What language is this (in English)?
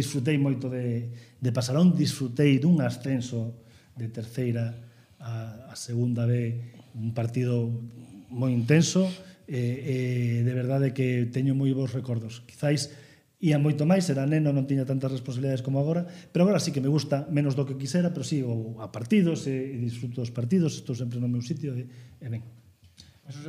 Galician